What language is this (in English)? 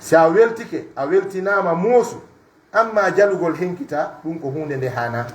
Pular